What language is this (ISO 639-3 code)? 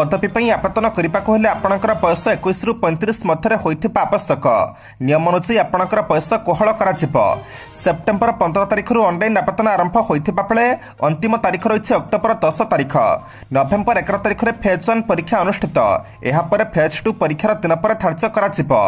ori